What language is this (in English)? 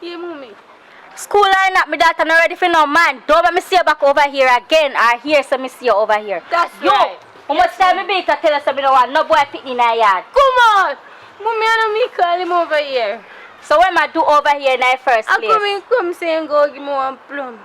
Jamaican Creole English